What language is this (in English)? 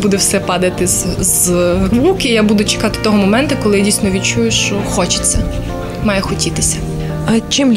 Ukrainian